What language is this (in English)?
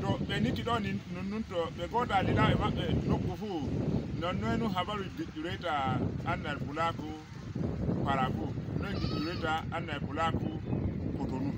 Fula